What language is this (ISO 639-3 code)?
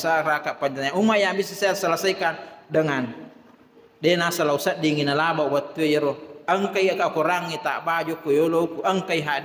bug